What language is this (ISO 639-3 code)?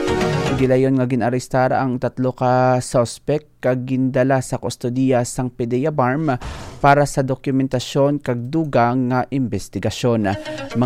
hil